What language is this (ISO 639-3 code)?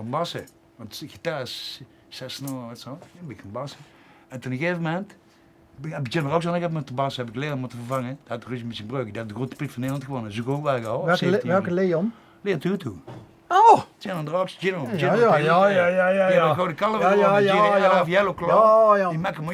lim